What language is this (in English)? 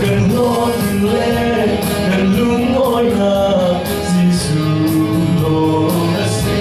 Falam Chin